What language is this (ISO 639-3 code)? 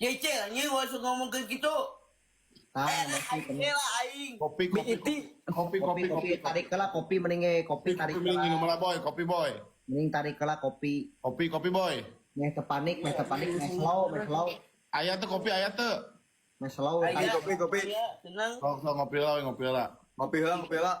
sun